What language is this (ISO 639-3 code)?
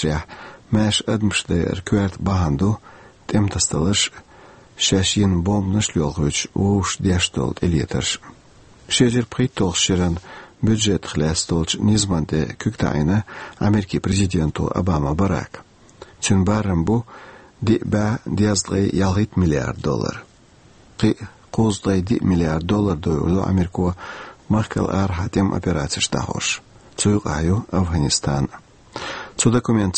che